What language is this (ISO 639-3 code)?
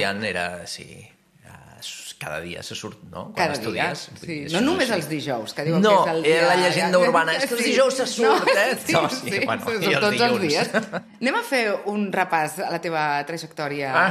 cat